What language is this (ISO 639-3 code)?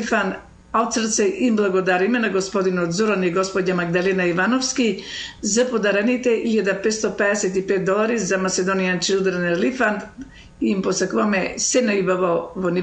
mkd